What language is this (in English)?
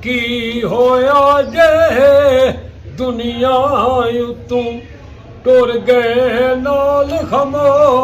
Pahari-Potwari